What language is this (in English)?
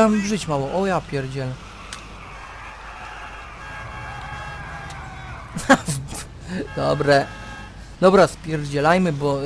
Polish